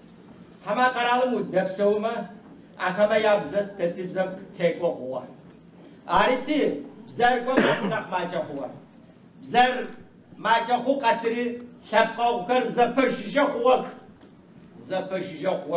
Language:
Adyghe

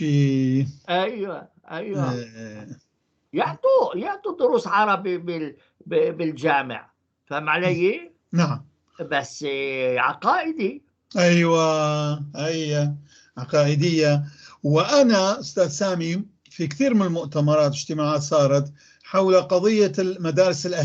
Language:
North Levantine Arabic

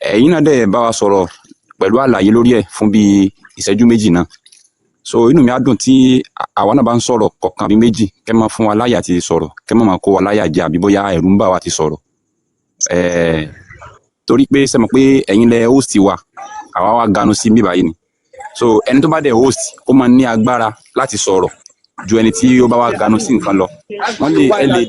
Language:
Yoruba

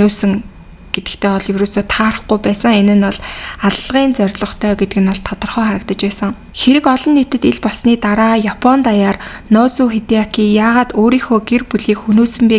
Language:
Mongolian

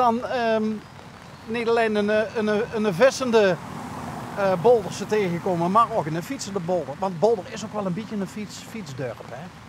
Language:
Limburgish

